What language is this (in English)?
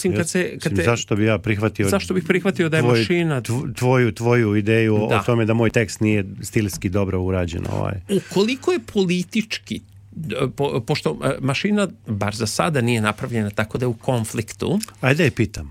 Serbian